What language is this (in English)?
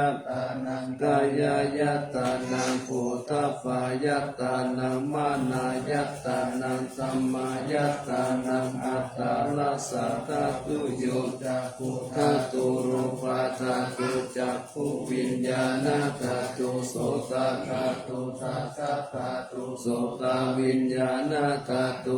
Pali